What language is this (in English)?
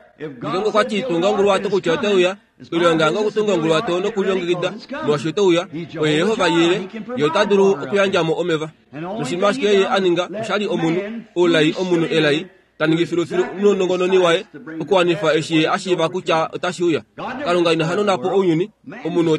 Kuanyama